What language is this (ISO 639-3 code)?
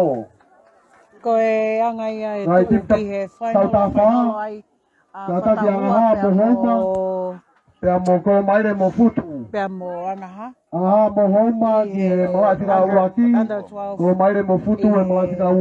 ton